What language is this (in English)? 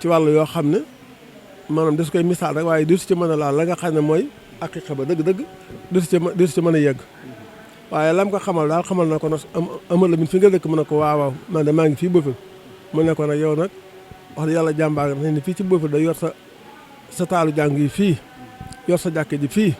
Wolof